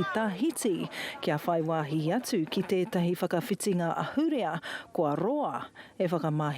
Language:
Māori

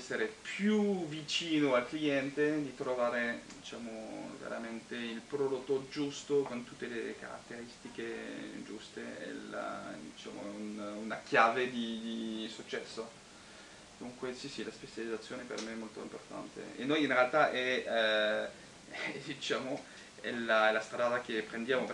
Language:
Italian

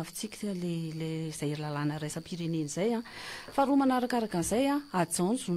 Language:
Malagasy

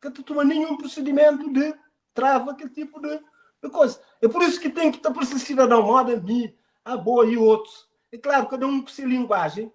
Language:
Kabuverdianu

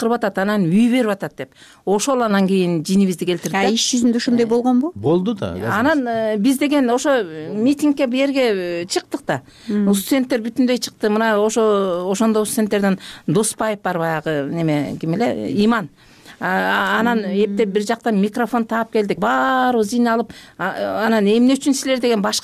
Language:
Kyrgyz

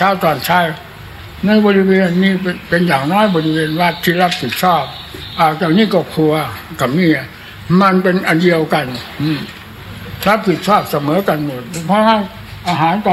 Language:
Thai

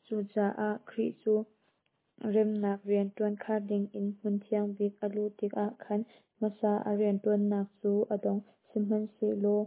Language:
Hakha Chin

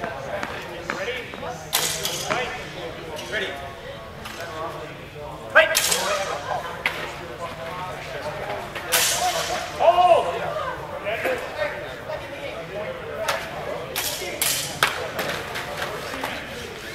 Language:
English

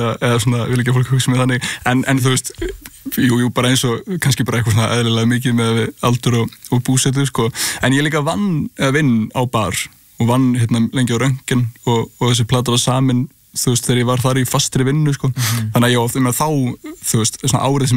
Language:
Icelandic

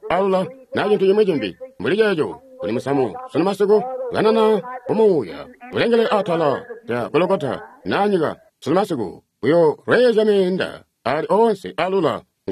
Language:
Tonga (Zambia)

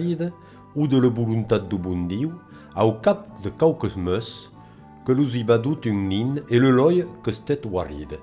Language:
Occitan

